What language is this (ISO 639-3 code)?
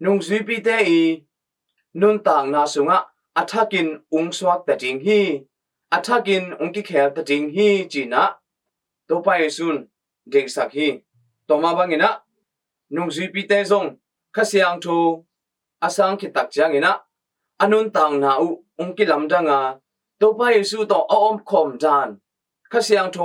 ctd